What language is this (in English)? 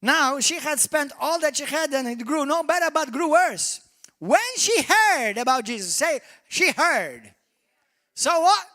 English